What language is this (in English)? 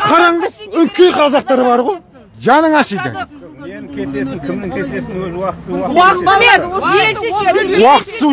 Kazakh